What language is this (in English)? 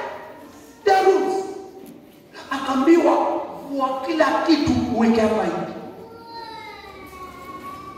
Swahili